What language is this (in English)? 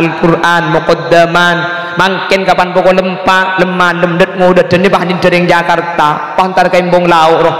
Madurese